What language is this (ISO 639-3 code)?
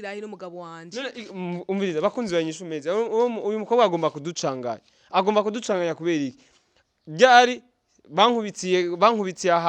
run